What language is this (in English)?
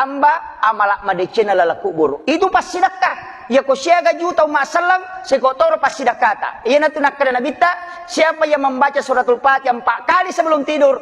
Buginese